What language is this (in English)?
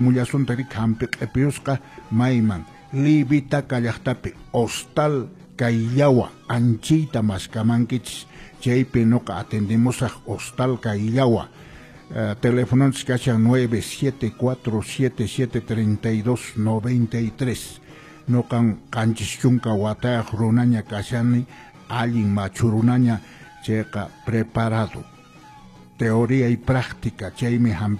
Quechua